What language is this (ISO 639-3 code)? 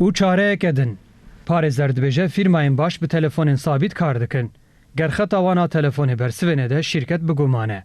kur